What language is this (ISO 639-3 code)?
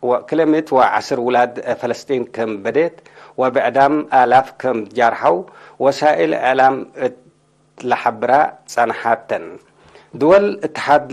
tig